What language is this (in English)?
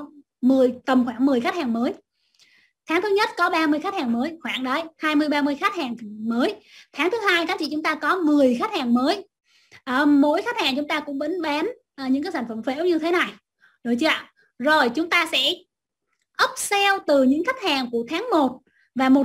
Vietnamese